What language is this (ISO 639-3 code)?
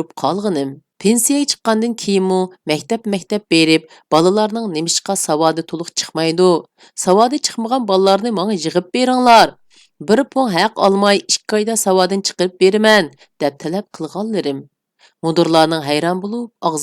uig